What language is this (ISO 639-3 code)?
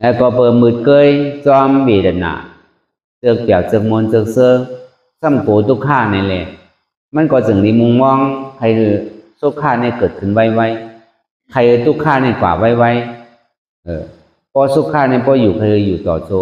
shn